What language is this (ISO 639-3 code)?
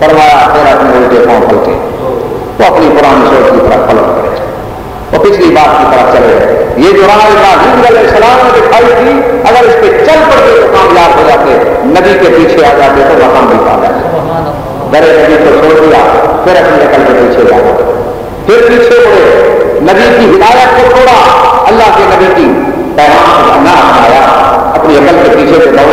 urd